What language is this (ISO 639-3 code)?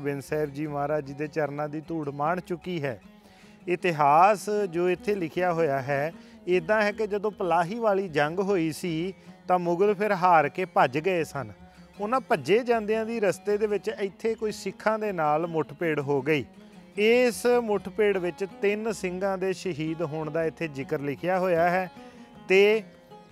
pan